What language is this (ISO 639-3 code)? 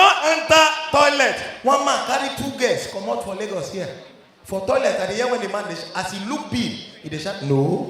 pcm